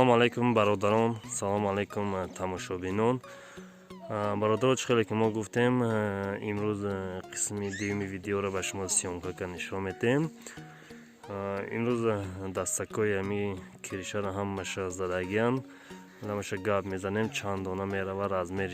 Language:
Tajik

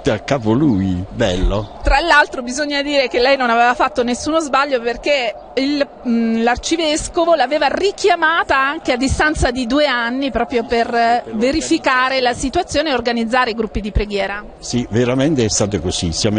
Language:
Italian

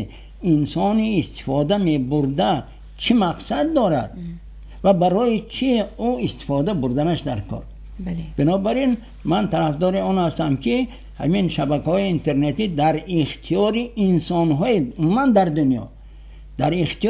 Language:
Tajik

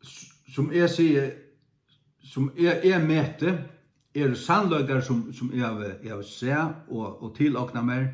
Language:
Faroese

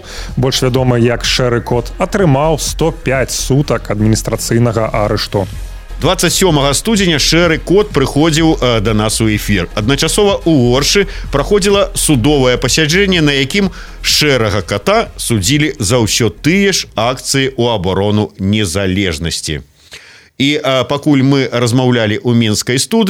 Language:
Belarusian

